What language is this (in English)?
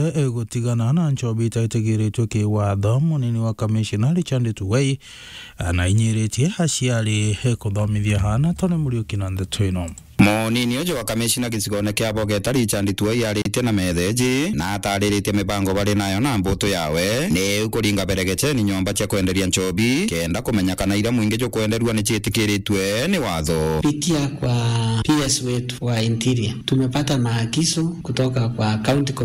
Meru